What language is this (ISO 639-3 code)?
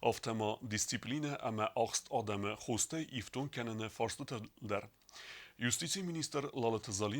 oss